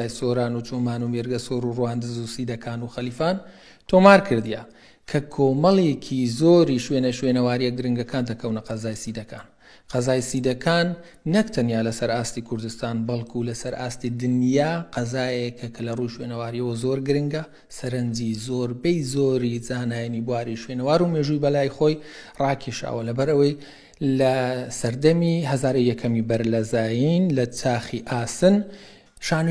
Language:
Central Kurdish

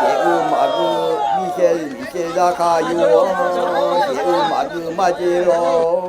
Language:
Akha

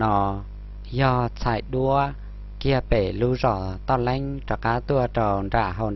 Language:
Hmong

